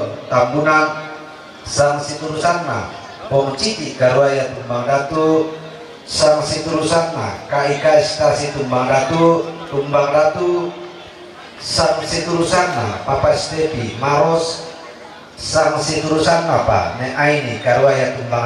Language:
Toraja-Sa'dan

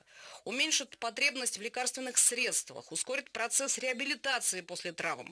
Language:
Russian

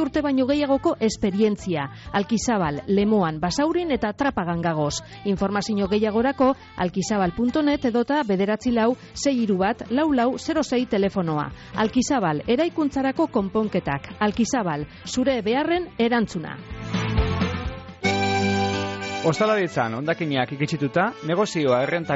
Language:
Basque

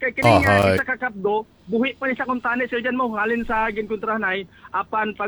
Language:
Hiligaynon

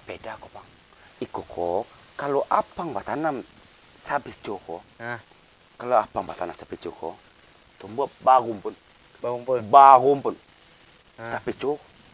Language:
Minangkabau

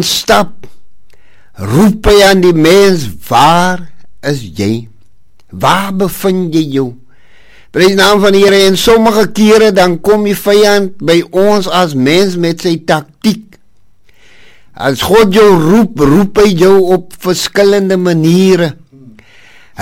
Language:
Afrikaans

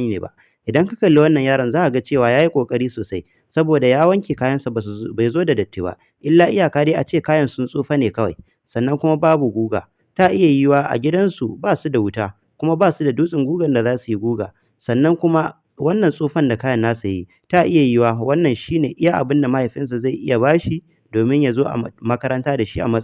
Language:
Hausa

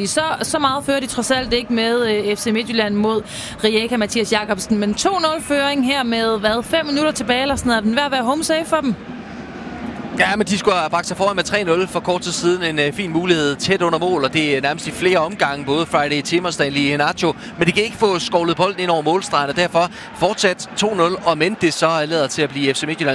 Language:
Danish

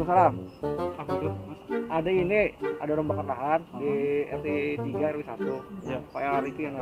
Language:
Banjar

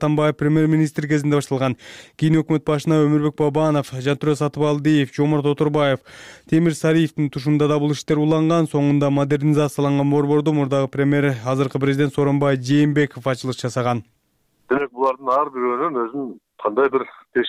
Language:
Kyrgyz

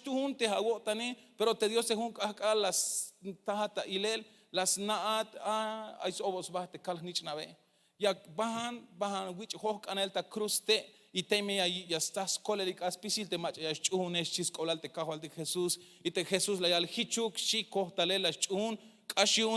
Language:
Tzeltal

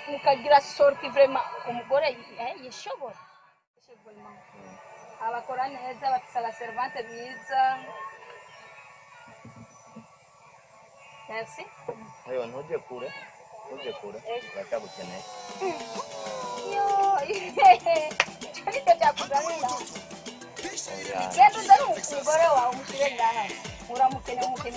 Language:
Rundi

